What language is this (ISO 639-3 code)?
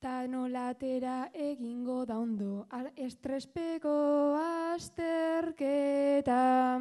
eus